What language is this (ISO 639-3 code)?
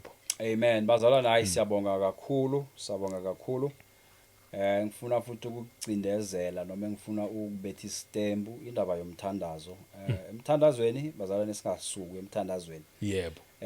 zul